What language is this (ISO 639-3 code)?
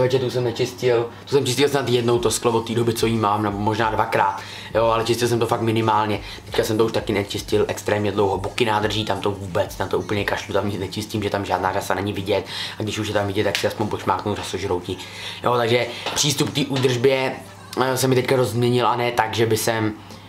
ces